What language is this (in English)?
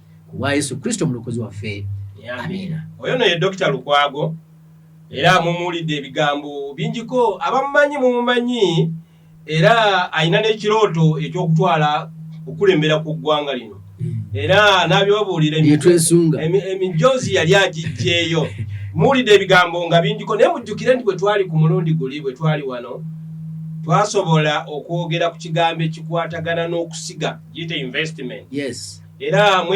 Ganda